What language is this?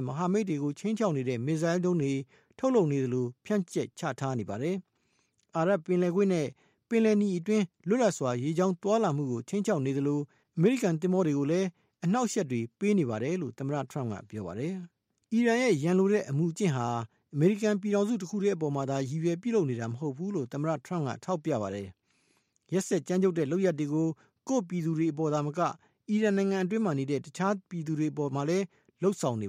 Burmese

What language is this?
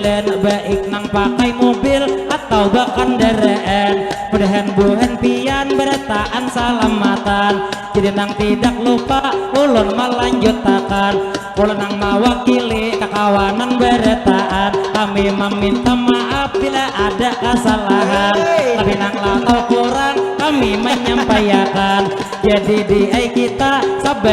Banjar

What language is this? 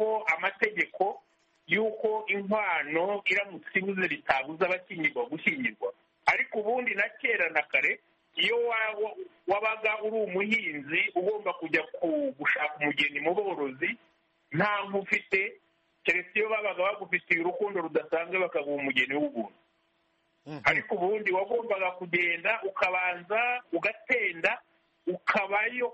Kinyarwanda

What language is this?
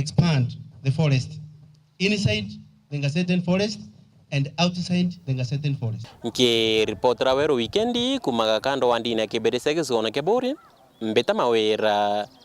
Meru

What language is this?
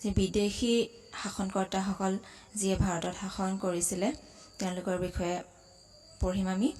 Assamese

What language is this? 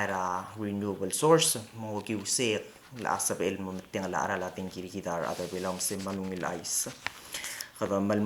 Palauan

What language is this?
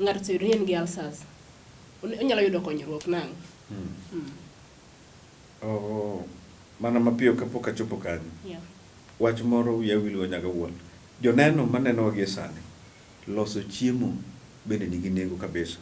Luo (Kenya and Tanzania)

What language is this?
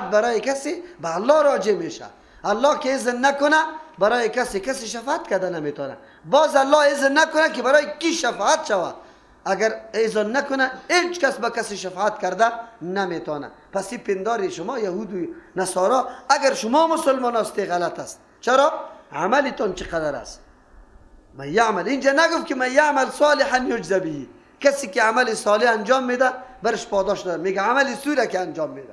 Persian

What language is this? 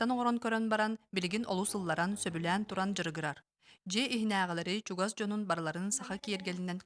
Yakut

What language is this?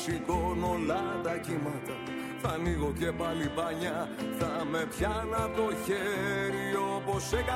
Greek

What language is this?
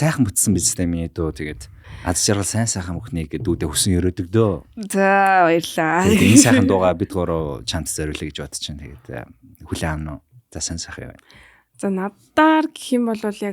Mongolian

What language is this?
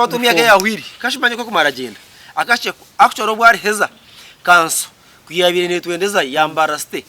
Nyankole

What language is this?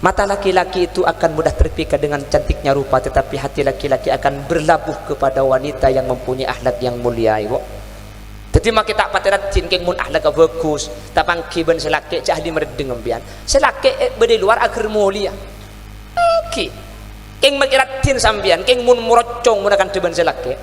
Madurese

